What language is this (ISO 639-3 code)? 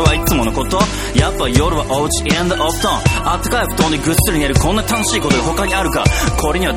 jpn